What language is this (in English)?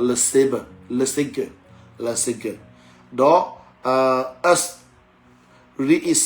S'gaw Karen